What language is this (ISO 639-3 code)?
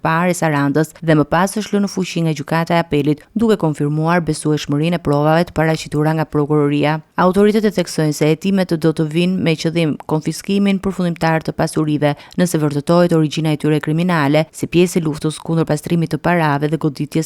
sqi